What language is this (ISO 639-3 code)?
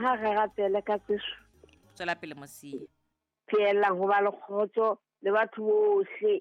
sot